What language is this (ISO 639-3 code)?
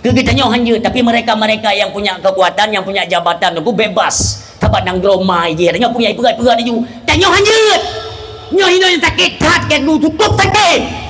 ace